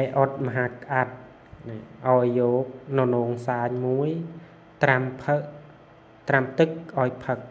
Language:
Khmer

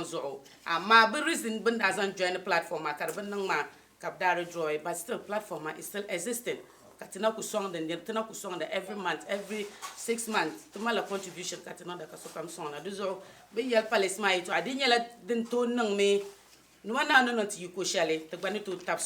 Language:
Dagbani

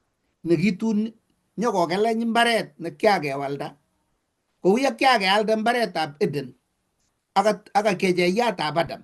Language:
Kalenjin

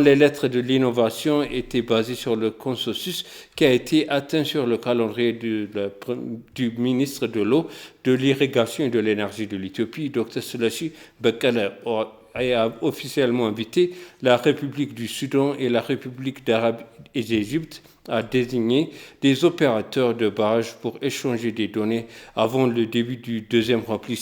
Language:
French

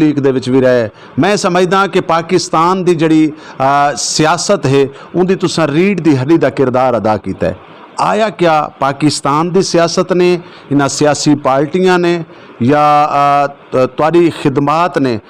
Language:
Saraiki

